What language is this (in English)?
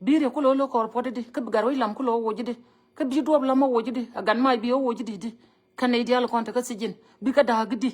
Nuer